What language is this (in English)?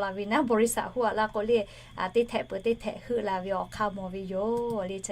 Lahu